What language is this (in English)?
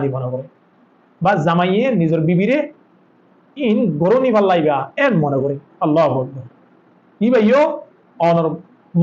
Rohingya